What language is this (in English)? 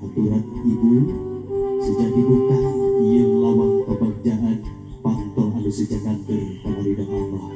Sundanese